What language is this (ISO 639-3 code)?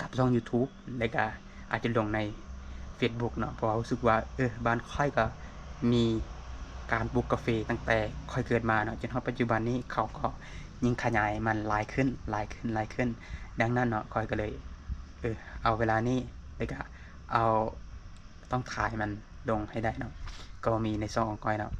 lao